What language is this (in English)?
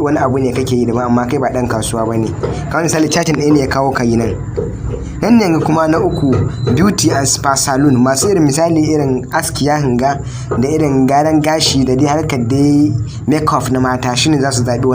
Hausa